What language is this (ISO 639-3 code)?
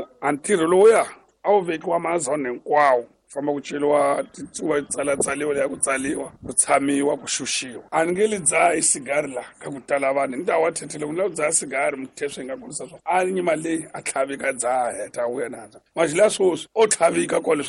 tso